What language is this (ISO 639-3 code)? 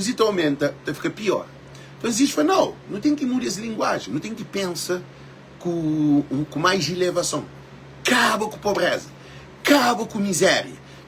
kea